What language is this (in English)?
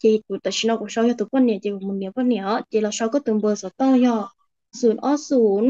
Hmong